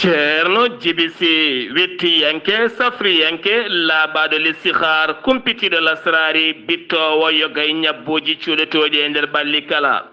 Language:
Fula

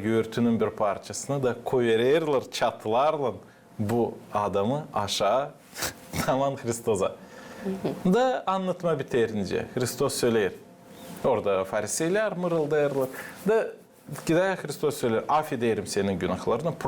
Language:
Gagauz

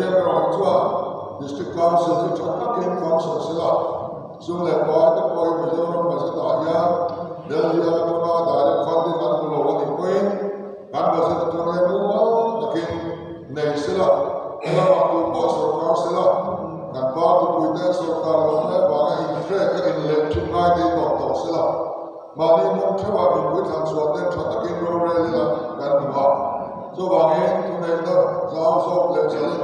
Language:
Mizo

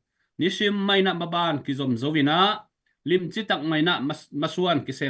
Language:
Tedim Chin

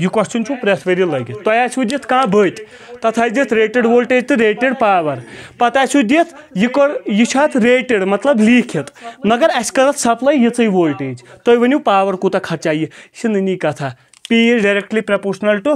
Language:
Kashmiri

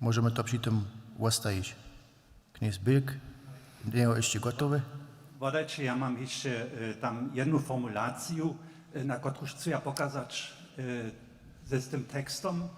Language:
Upper Sorbian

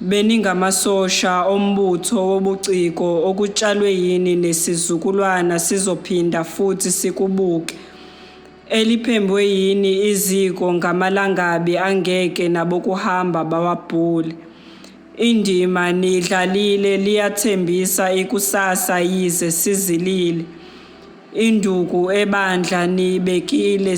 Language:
Zulu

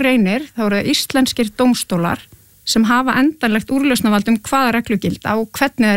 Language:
Icelandic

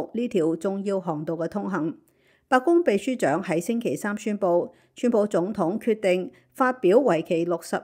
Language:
Cantonese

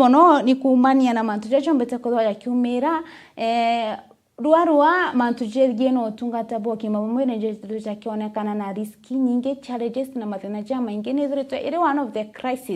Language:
Meru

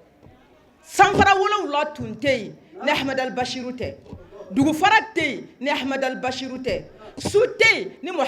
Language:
Bambara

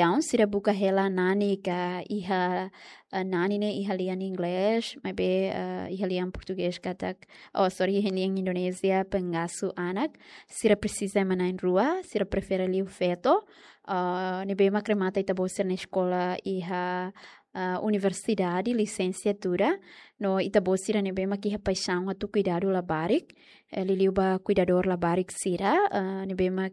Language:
Tetum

